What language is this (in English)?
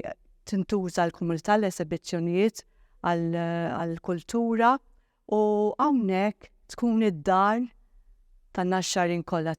Maltese